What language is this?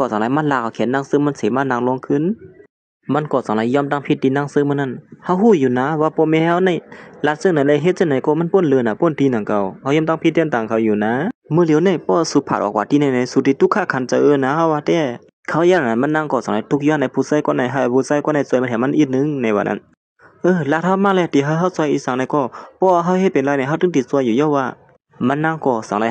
Shan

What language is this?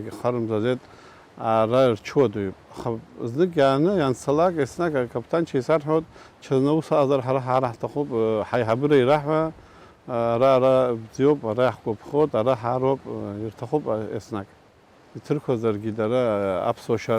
Abkhazian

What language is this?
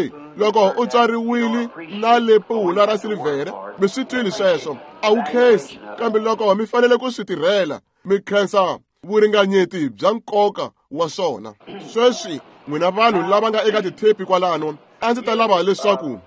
Tsonga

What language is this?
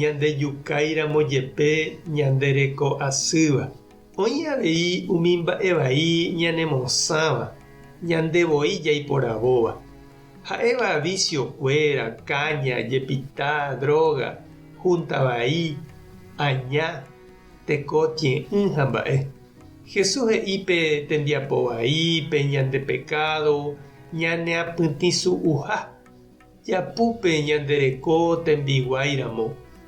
Guarani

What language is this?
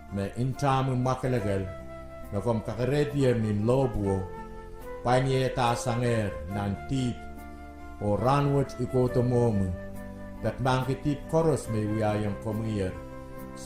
Pohnpeian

